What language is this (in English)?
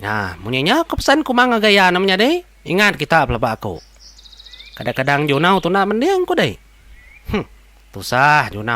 Iban